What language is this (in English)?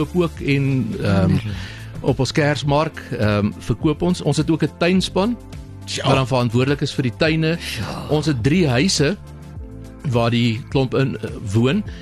Afrikaans